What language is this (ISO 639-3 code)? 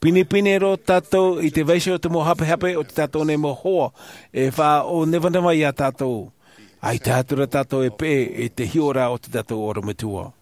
tah